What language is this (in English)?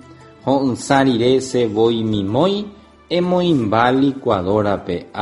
Guarani